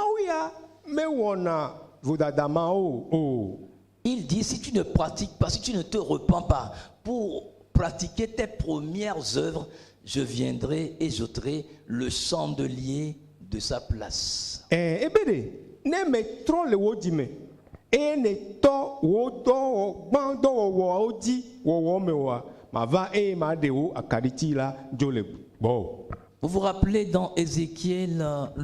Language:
Ewe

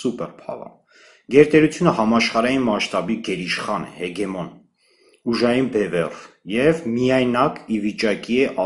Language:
Armenian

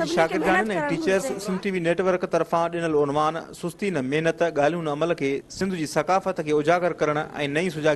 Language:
Sindhi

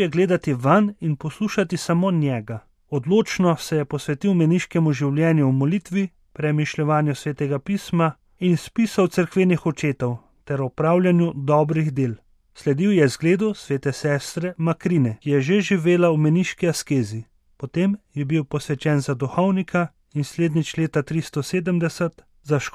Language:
Slovenian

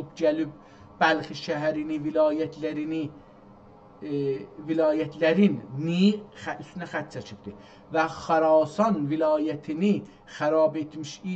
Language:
South Azerbaijani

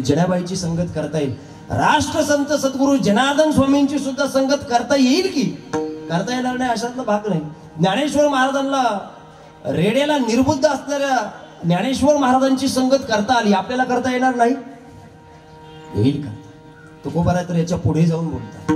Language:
Marathi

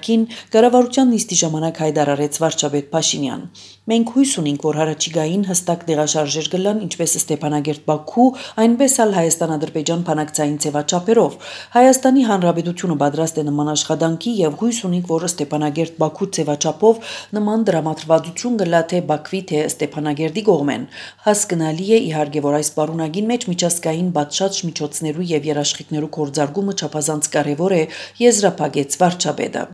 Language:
Armenian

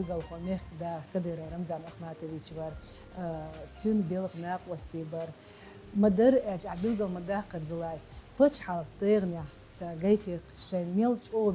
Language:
Chechen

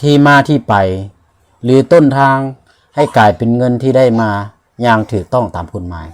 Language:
Lao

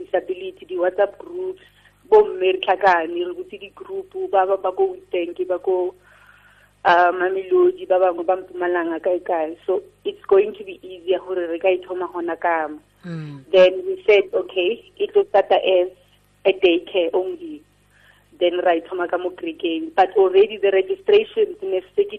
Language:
Tswana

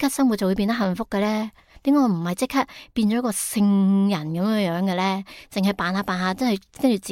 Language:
Cantonese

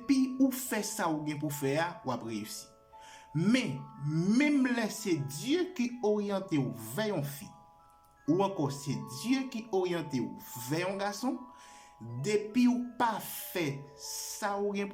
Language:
Haitian Creole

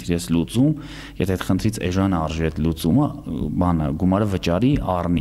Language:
Armenian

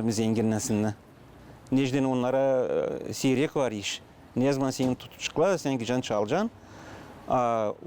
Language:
Gagauz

